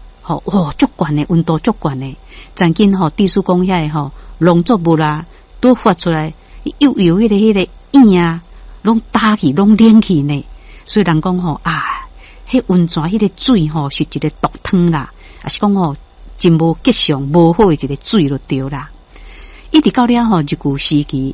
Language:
Min Nan Chinese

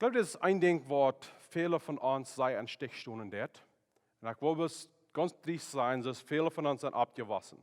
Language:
Plautdietsch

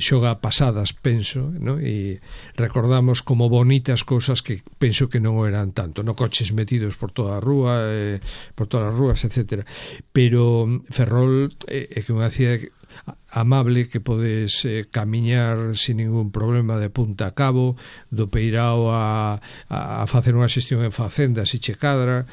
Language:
Galician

